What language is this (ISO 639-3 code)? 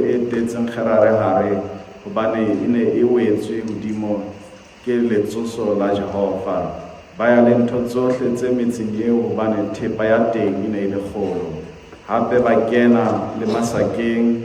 sot